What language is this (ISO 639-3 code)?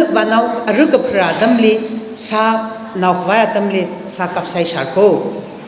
nmf